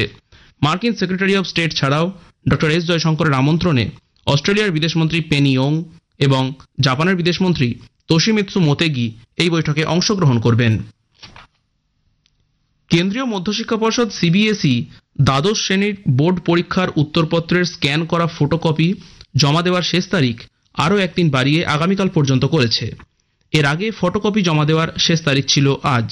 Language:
Bangla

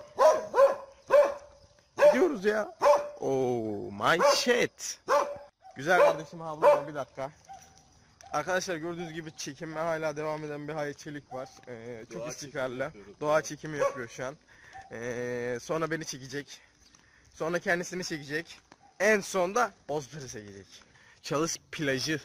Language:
Turkish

